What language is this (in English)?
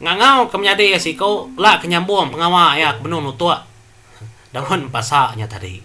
Iban